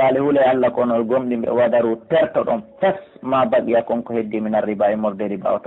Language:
Pular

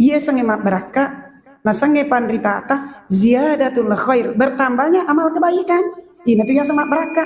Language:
Buginese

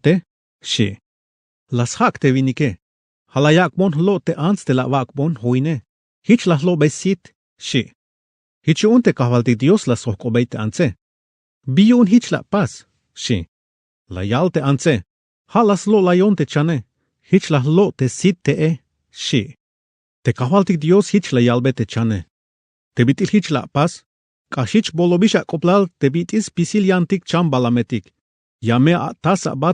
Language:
Tzeltal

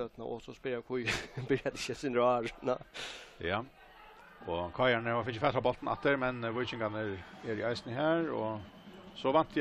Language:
Faroese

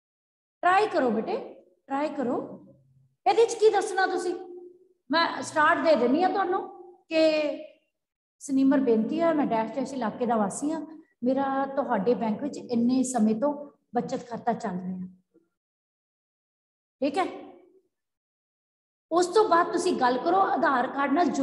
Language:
Punjabi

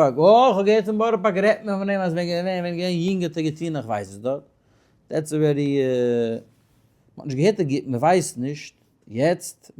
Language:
Yiddish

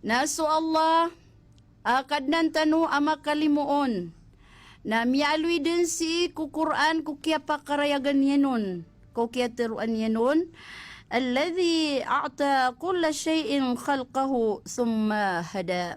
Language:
Maranao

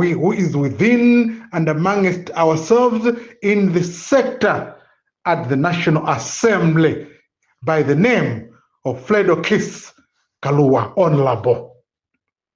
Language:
Nyanja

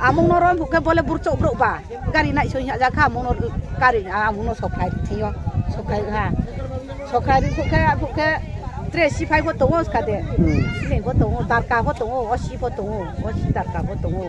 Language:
Riang (India)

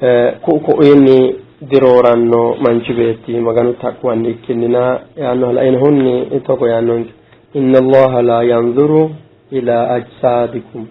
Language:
Sidamo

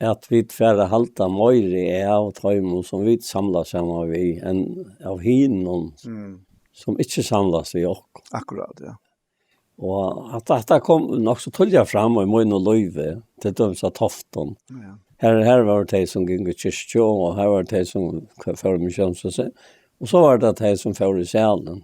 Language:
Faroese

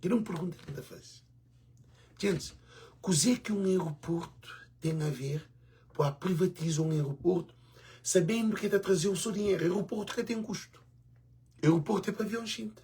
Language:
Kabuverdianu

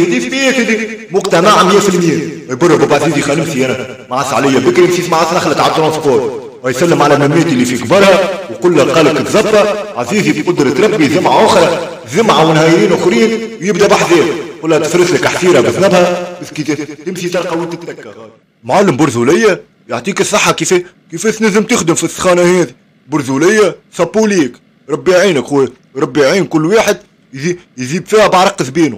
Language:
Tunisian Arabic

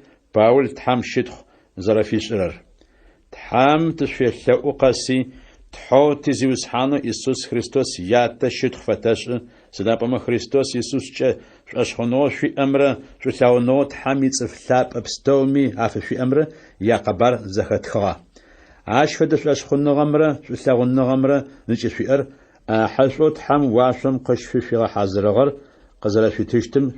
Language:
Adyghe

